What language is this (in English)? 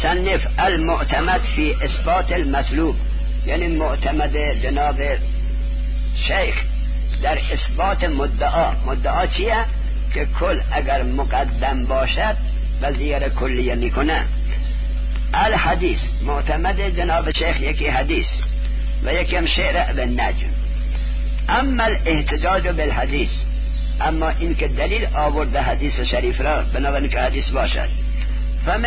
Persian